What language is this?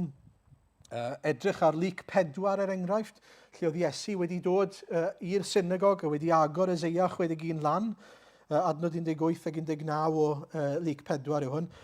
Welsh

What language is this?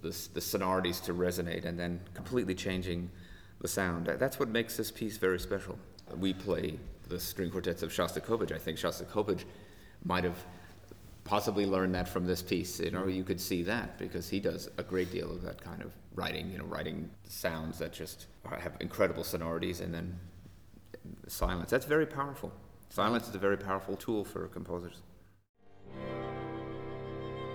English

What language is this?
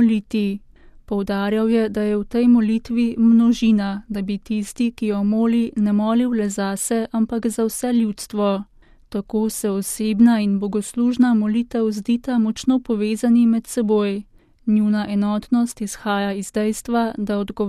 Slovenian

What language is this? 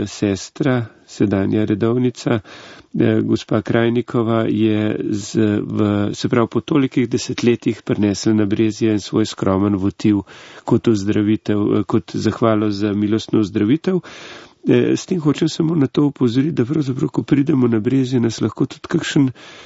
Slovenian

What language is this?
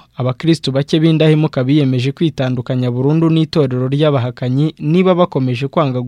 Kinyarwanda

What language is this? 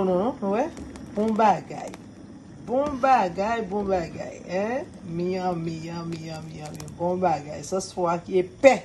Haitian Creole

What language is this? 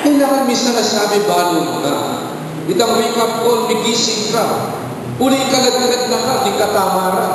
Pampanga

